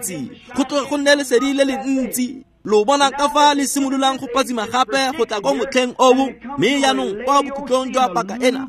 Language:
Tswana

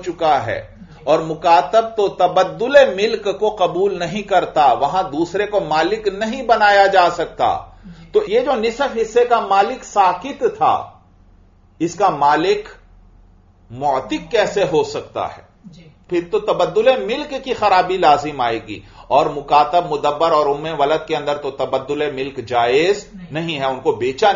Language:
Urdu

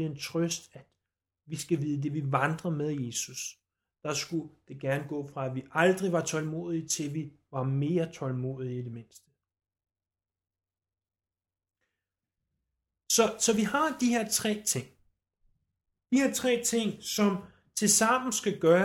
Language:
Danish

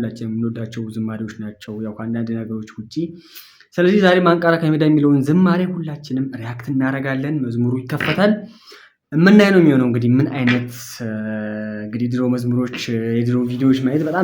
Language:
Amharic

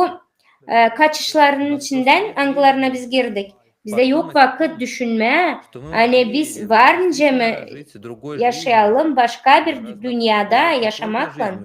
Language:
Gagauz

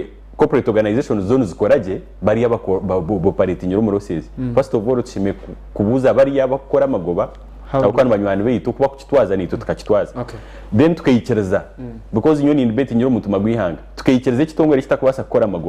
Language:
Nyankole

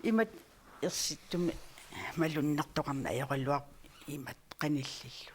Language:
Kalaallisut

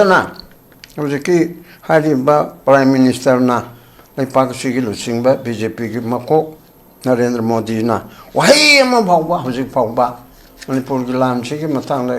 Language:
Manipuri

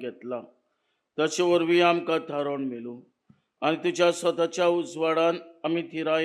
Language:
Konkani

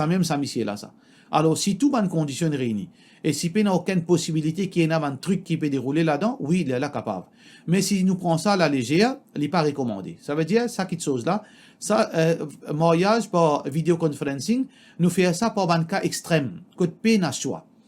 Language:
Morisyen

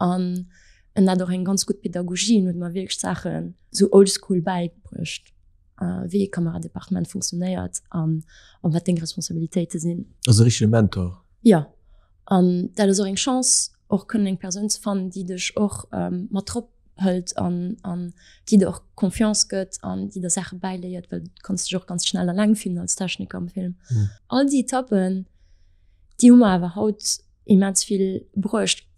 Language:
Luxembourgish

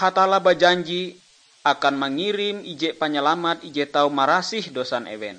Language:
Ngaju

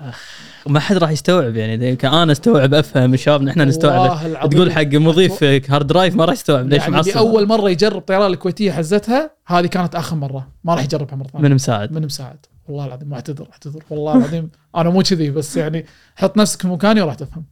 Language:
Gulf Arabic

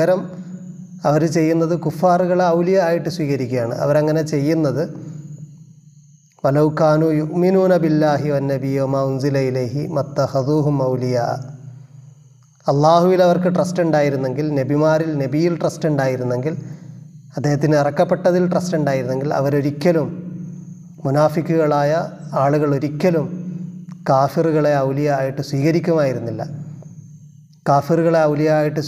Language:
Malayalam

